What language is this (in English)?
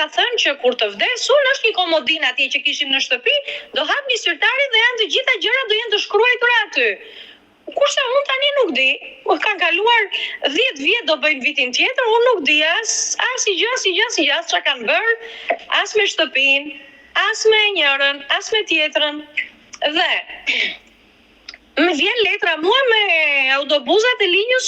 Albanian